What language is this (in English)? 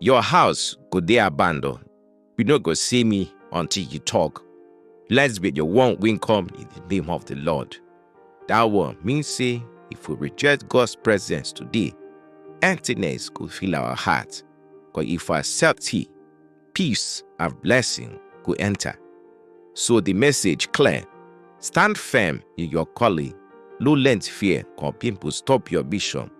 Nigerian Pidgin